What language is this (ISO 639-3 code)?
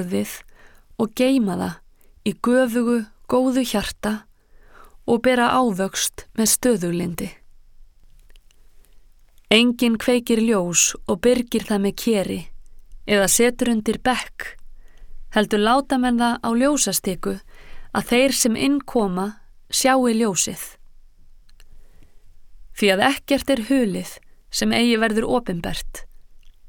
isl